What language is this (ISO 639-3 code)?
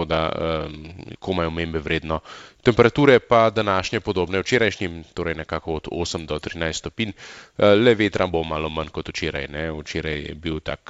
slv